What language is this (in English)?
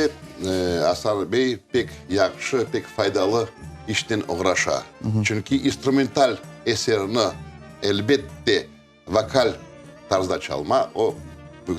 Crimean Tatar